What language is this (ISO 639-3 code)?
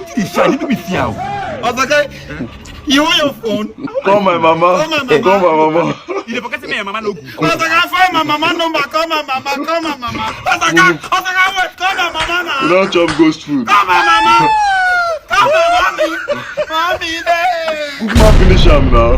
pcm